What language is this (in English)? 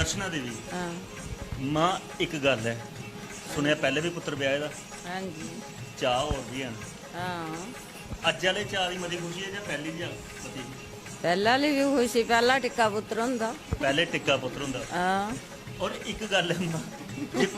Dogri